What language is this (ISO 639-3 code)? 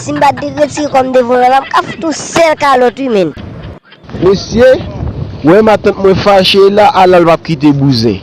hat